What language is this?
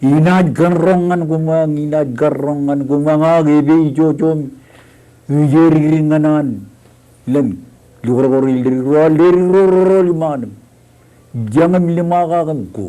Marshallese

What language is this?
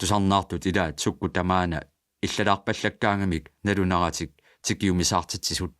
Kalaallisut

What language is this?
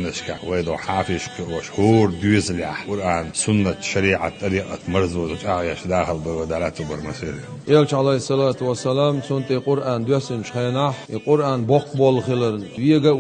Chechen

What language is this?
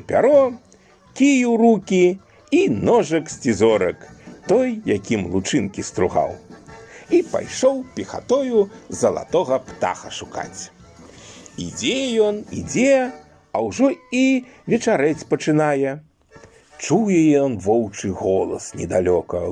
Belarusian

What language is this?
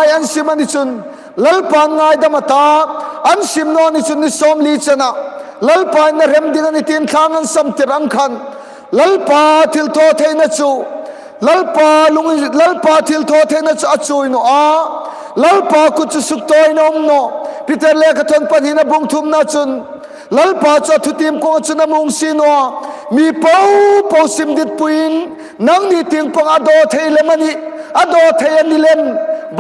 Hmar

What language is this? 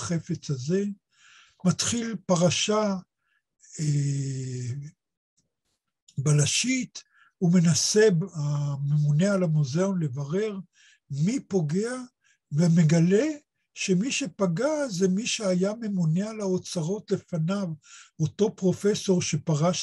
Hebrew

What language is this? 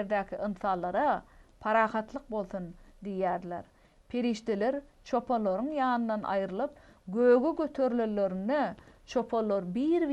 Turkmen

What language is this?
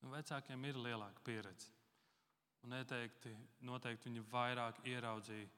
Latvian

